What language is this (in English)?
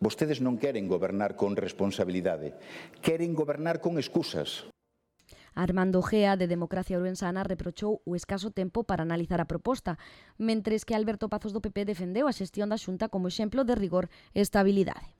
Galician